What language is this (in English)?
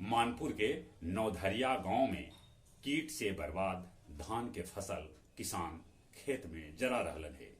Magahi